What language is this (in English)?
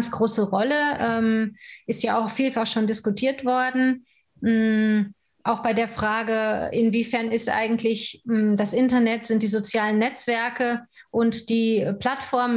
German